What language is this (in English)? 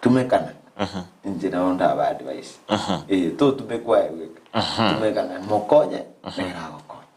Gusii